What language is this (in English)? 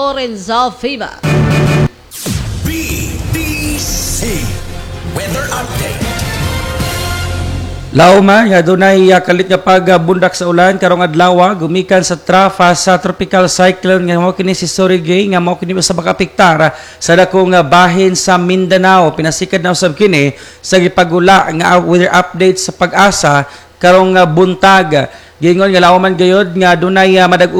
Cebuano